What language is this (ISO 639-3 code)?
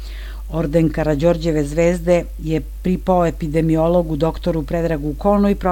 srp